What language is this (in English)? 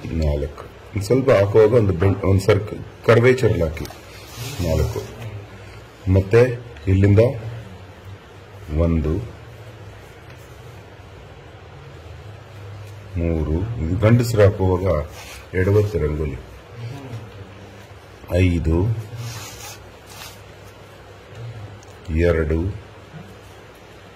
Kannada